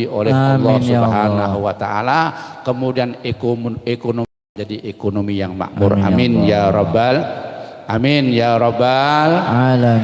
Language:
Banjar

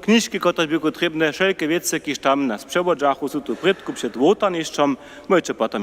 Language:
Upper Sorbian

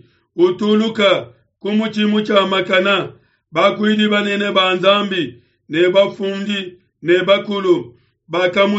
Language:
Luba-Lulua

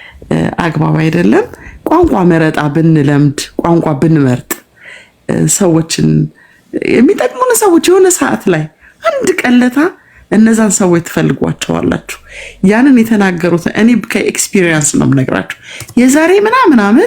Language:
Amharic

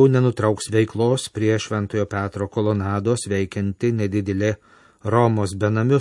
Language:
Lithuanian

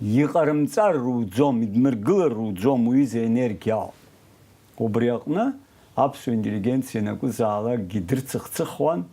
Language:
Abkhazian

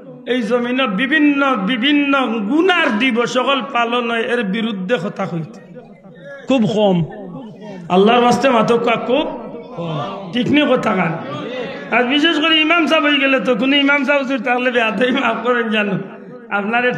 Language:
Sylheti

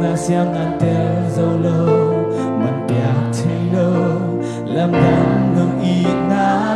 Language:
Tedim Chin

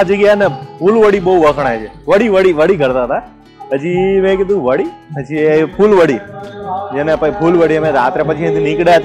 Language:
Gujarati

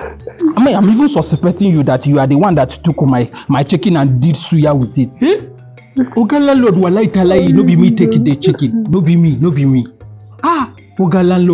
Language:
Nigerian Pidgin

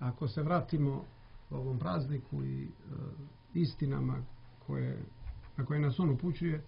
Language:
Serbian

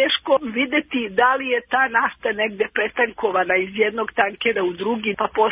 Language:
Serbian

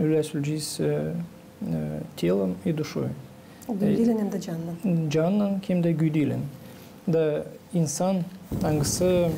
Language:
Gagauz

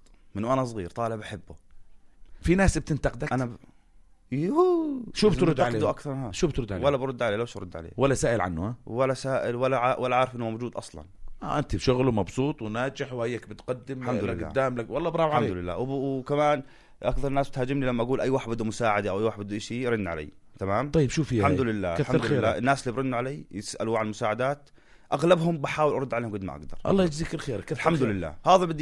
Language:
North Levantine Arabic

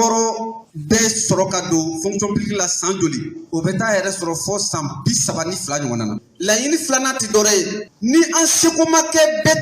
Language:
Bambara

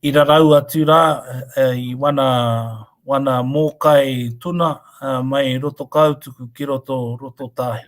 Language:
Māori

